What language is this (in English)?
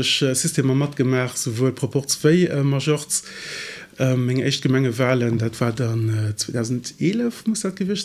Luxembourgish